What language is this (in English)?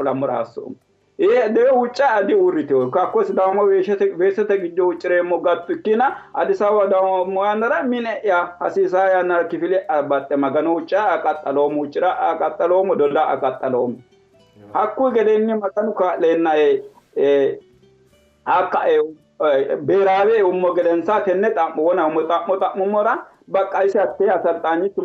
Sidamo